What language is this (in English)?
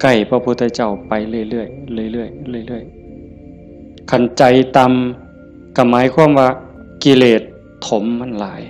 Northeastern Thai